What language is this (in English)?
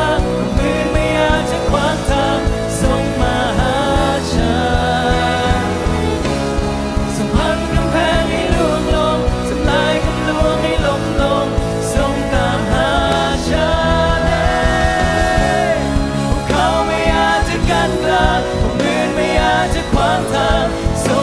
Thai